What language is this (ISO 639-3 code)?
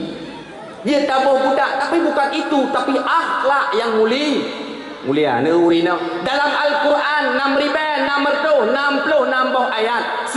ace